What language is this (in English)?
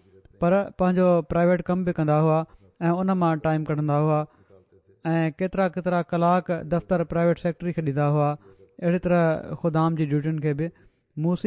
Sindhi